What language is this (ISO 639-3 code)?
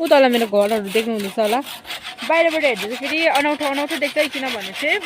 nep